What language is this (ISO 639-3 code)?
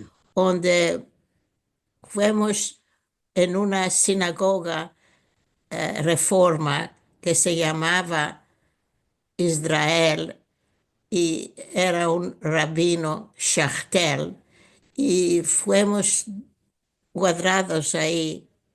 lad